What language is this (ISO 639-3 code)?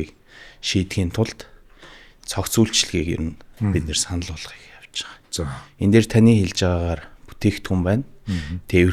mon